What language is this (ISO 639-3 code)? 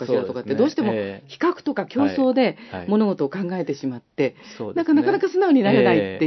jpn